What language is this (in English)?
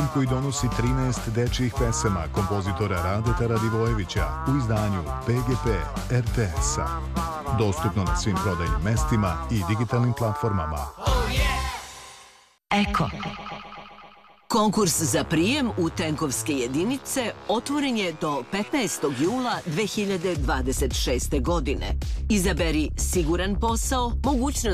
Serbian